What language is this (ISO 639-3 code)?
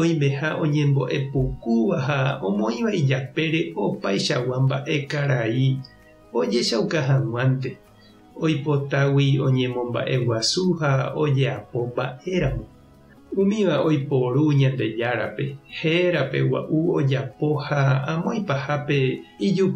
grn